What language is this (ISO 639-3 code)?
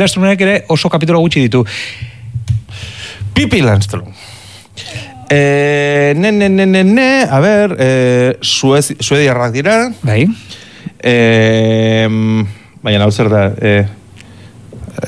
eus